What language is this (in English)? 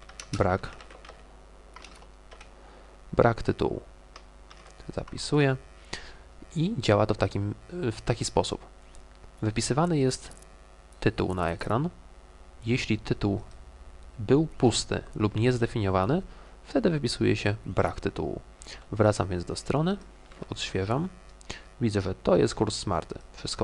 Polish